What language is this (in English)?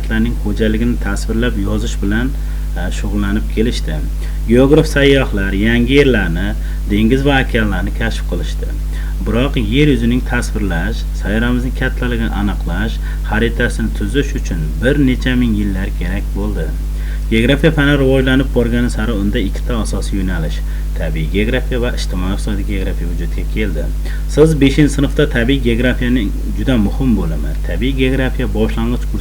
Uzbek